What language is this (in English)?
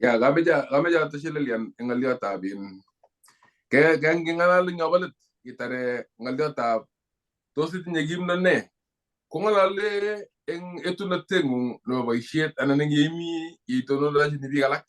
Kalenjin